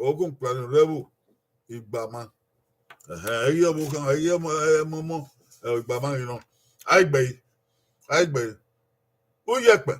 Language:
Bini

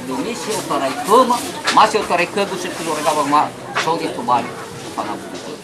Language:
Nias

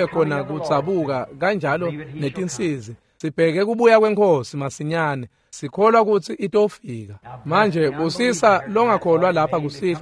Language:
Swati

